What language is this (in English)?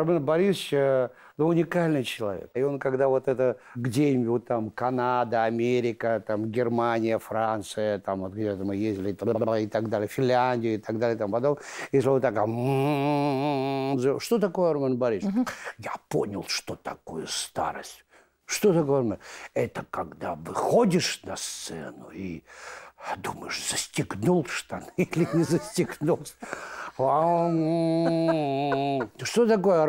Russian